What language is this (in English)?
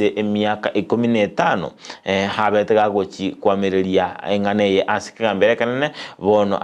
Gusii